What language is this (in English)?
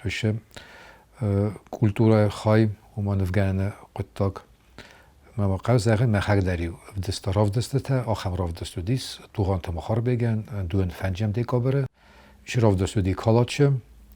Ossetic